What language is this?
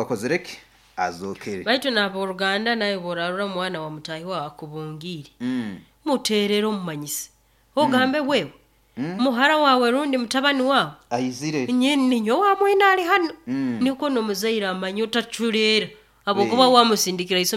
Nyoro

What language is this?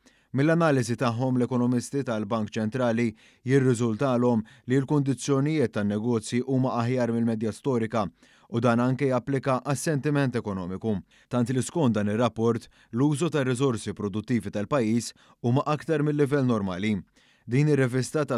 Maltese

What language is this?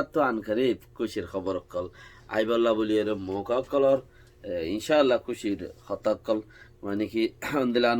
Rohingya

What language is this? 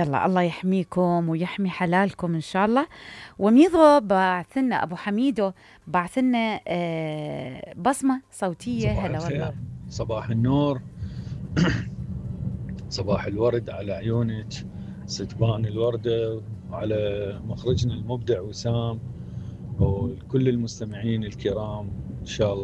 Mesopotamian Arabic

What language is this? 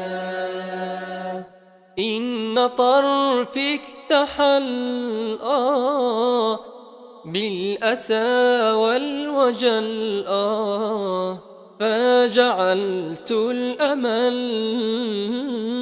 Arabic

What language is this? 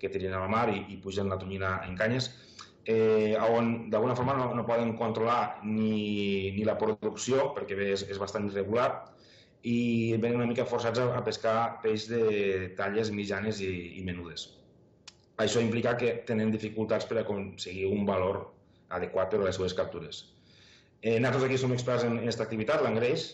Catalan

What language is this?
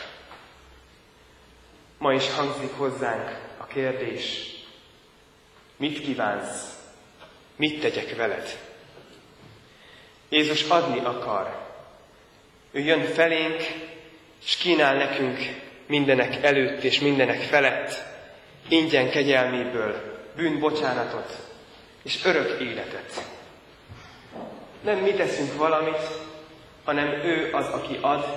Hungarian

